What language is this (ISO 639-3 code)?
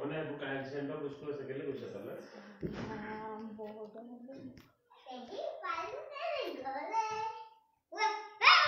asm